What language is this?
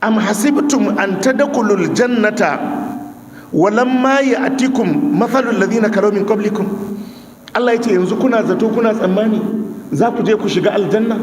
Hausa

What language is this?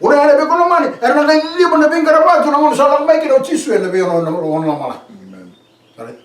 Fijian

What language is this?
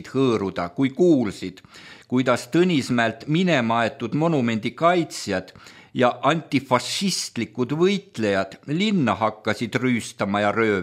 Estonian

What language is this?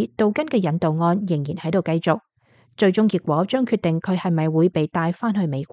Cantonese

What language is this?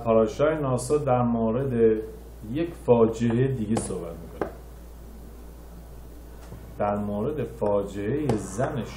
Persian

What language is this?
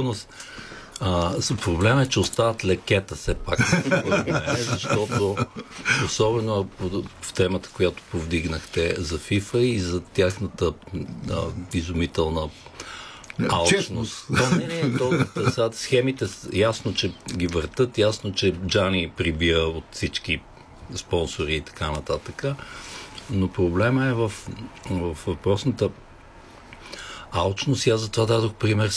Bulgarian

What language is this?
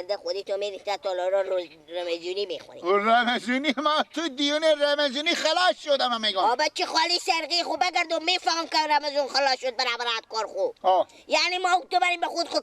Persian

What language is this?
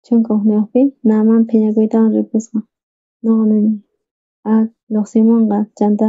South Bolivian Quechua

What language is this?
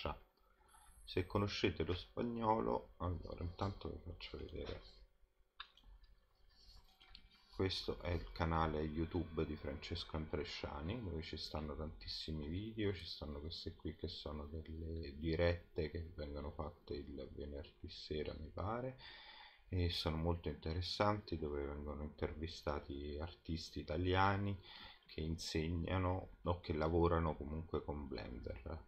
Italian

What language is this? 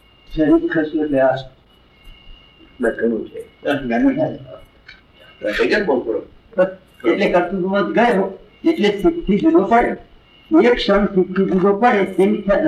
Gujarati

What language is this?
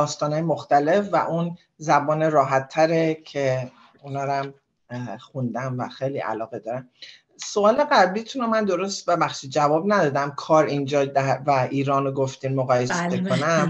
Persian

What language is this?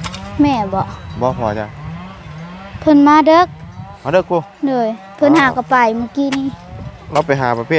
Lao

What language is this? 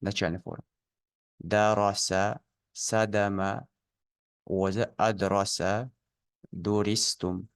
Ingush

